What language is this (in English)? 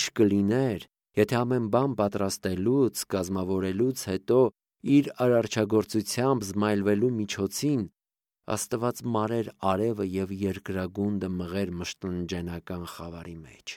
Armenian